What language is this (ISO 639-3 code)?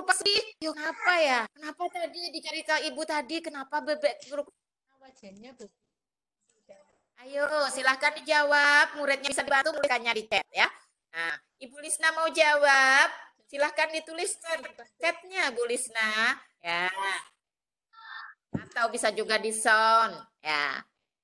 ind